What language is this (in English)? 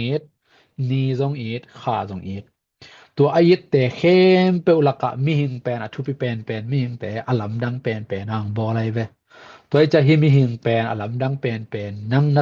Tedim Chin